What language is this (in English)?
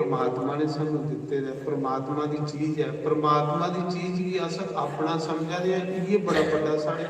Dogri